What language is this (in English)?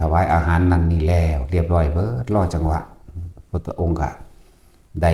Northeastern Thai